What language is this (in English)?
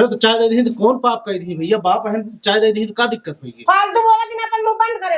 Awadhi